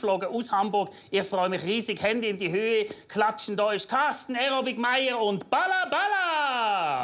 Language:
Swiss German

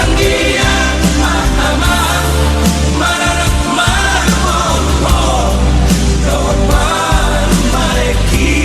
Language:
Batak Toba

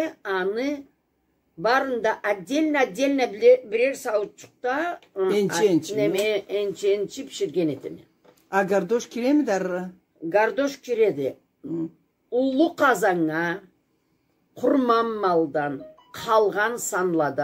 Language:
Karachay-Balkar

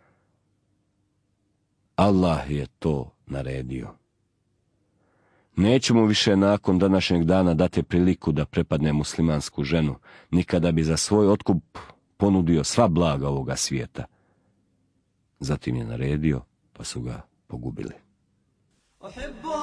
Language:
Bosnian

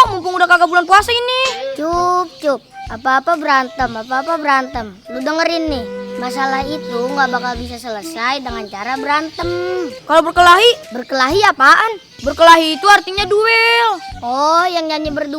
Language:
Betawi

